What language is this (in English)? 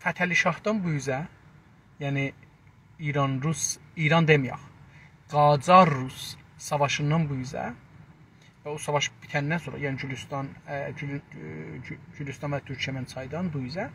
South Azerbaijani